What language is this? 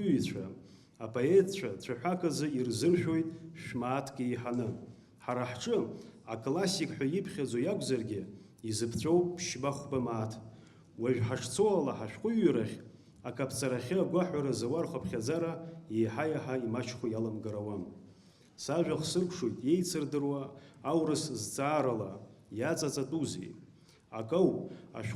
Abkhazian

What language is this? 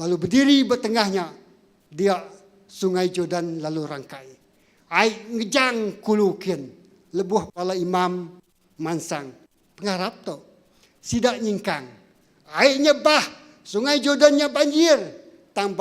Iban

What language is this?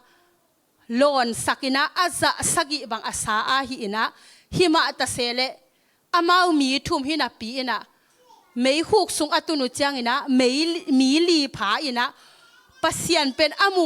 Tedim Chin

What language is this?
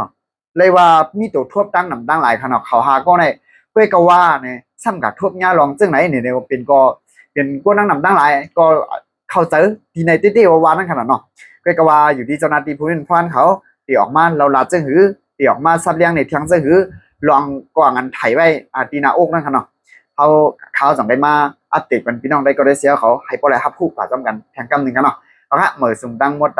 Shan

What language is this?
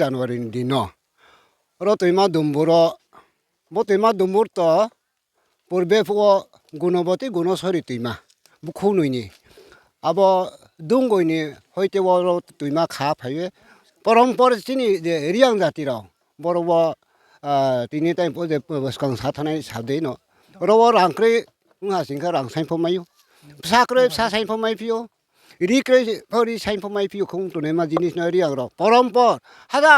Riang (India)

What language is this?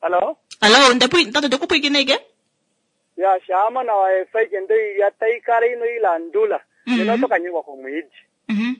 Kuanyama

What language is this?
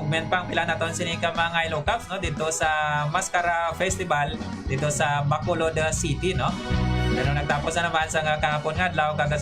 Hiligaynon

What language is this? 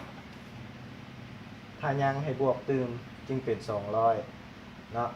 Lao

